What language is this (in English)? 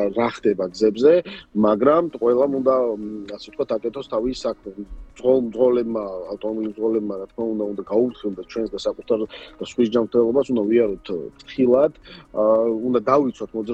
Georgian